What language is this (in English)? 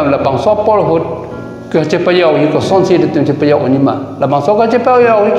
Karbi